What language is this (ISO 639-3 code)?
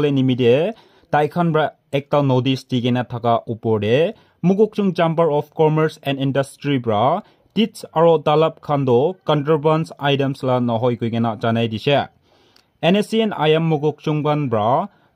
nag